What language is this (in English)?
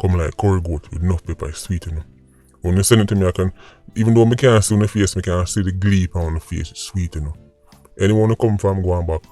Jamaican Creole English